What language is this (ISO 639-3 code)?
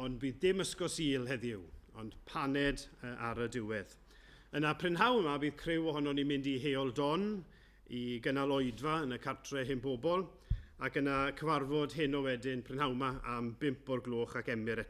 cym